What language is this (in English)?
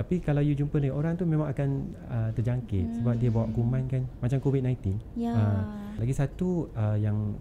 Malay